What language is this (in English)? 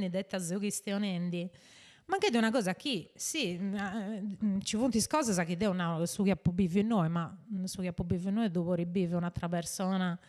Sardinian